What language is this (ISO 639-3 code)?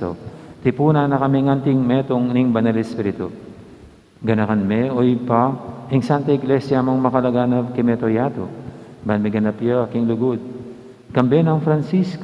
pam